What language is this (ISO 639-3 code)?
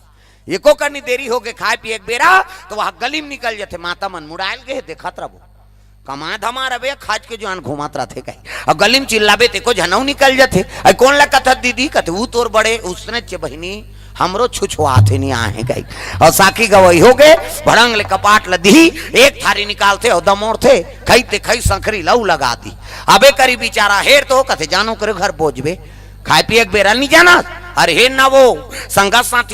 hne